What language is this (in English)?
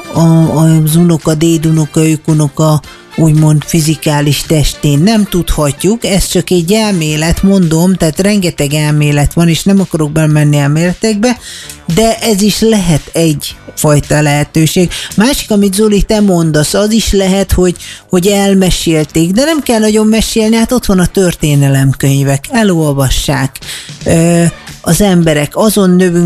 Hungarian